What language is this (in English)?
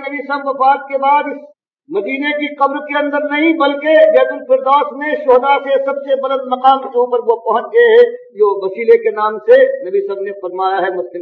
Urdu